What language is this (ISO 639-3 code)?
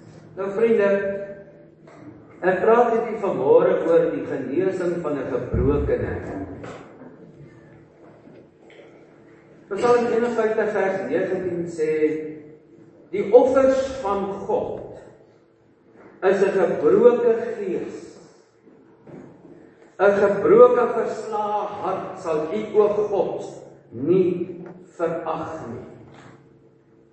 afr